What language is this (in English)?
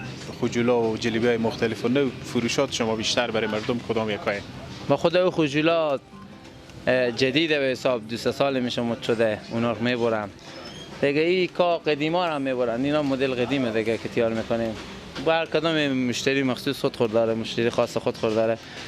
Persian